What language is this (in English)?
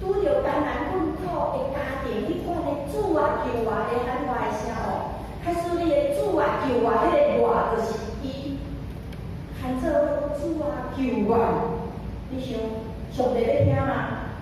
Min Nan Chinese